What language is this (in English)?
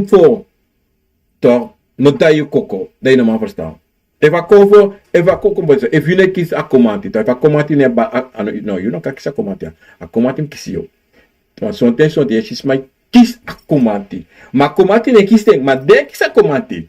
Sranan Tongo